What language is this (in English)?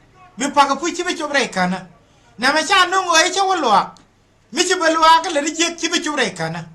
Nuer